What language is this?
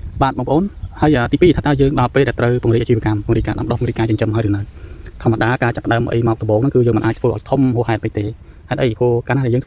Khmer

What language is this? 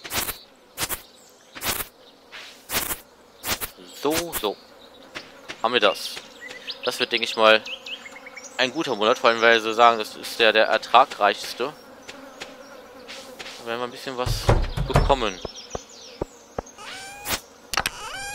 German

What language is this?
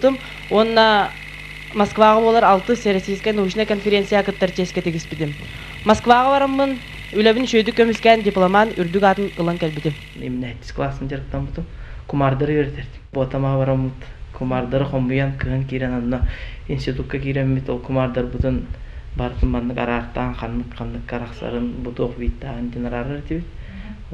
Yakut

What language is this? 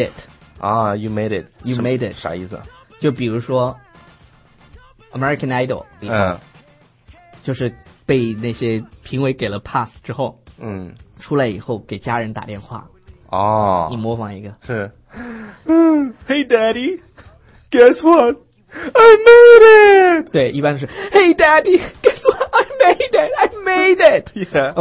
Chinese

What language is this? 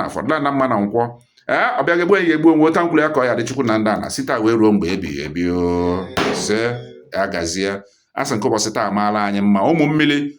Igbo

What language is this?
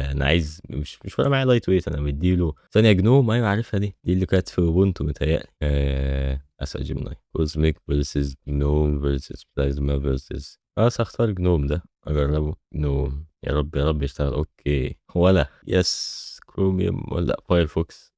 Egyptian Arabic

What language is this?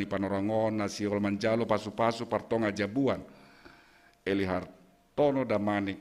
Batak Simalungun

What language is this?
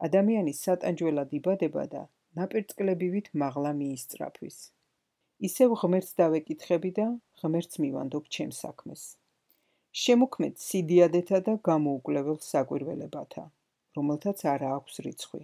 Georgian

